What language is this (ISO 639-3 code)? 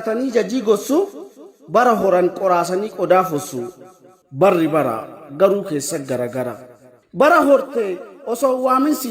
orm